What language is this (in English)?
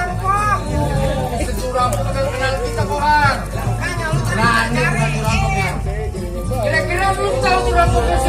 Betawi